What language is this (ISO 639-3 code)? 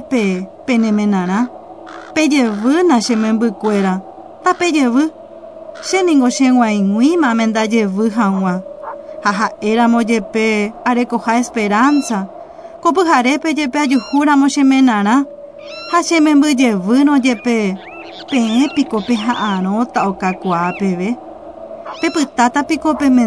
grn